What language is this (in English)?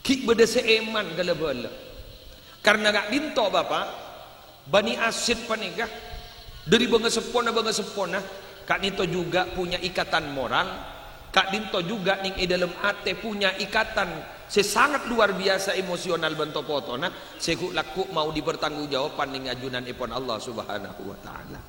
Madurese